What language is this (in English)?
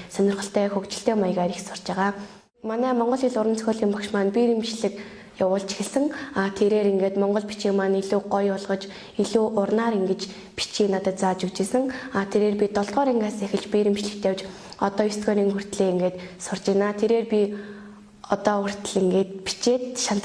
Mongolian